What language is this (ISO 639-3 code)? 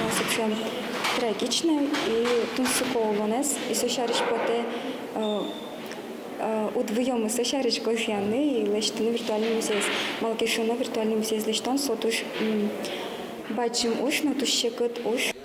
udm